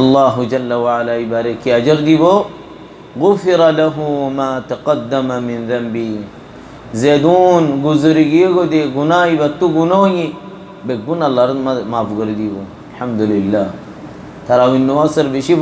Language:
Rohingya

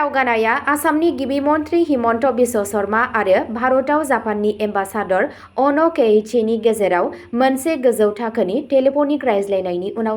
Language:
Bodo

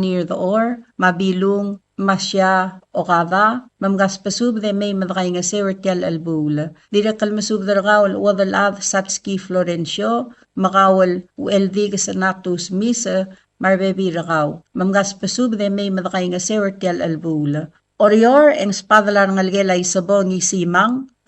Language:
Palauan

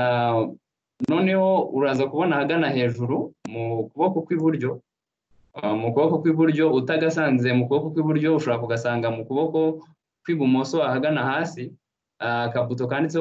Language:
Kinyarwanda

